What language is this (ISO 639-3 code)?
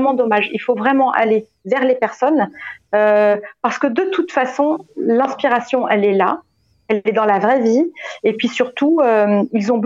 fra